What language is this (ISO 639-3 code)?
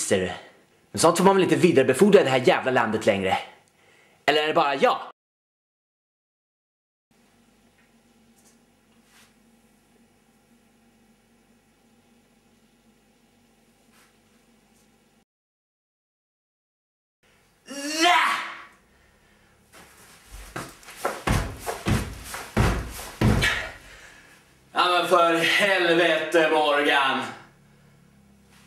swe